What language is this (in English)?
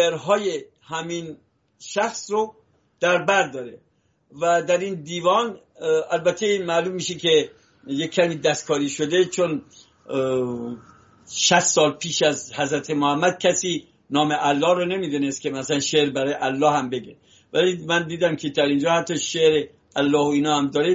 Persian